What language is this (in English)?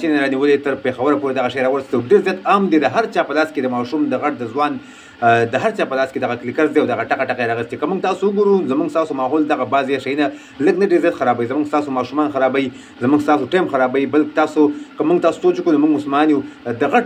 Pashto